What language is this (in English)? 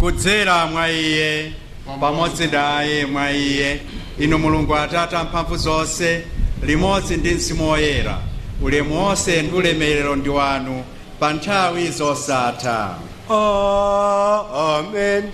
Nyanja